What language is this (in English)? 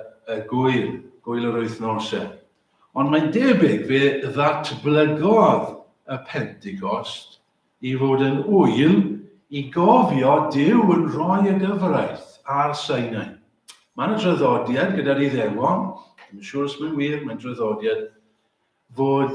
Welsh